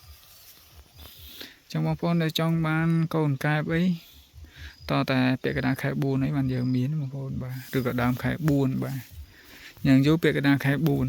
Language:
Khmer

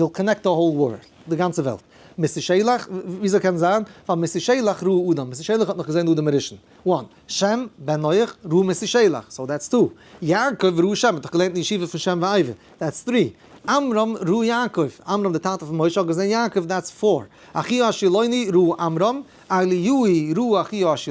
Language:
Yiddish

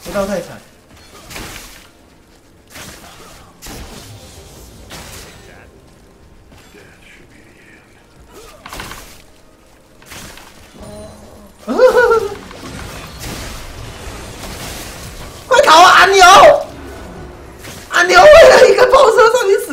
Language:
Chinese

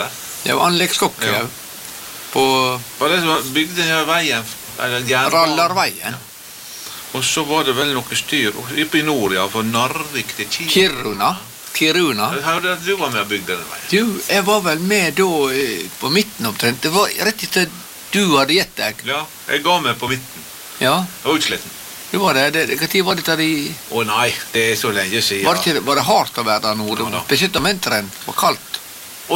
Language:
Norwegian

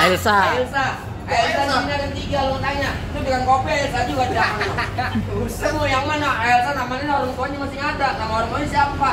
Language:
Betawi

